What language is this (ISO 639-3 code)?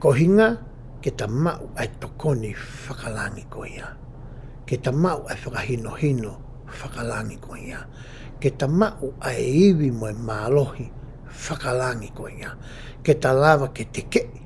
ton